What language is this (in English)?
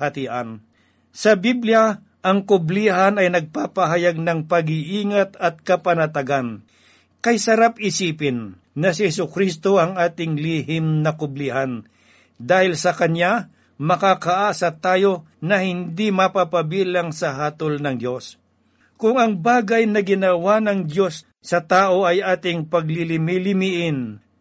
Filipino